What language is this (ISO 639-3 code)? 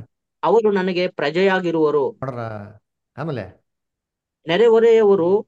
kan